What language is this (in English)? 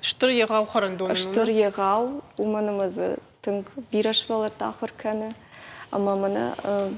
Ossetic